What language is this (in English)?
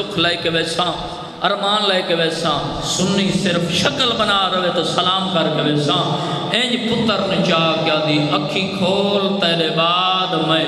Saraiki